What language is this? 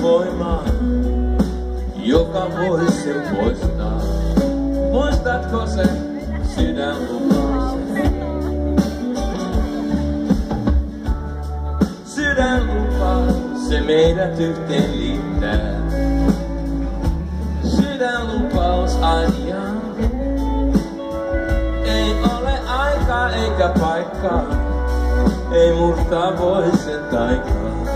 Finnish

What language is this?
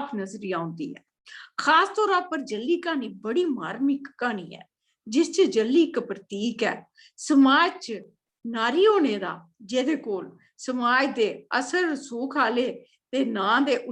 Dogri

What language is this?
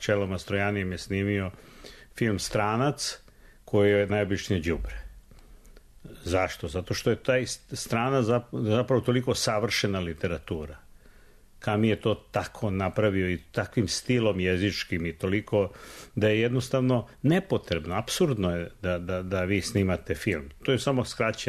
Serbian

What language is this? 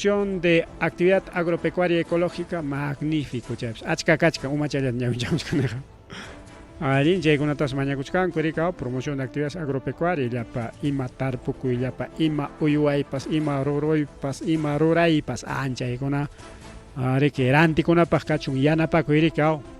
Ayacucho Quechua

